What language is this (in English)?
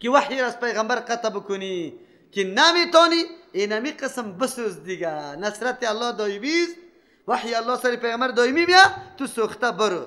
Persian